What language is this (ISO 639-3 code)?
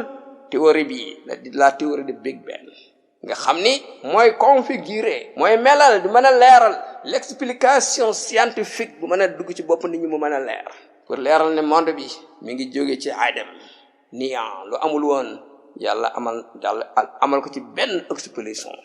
wol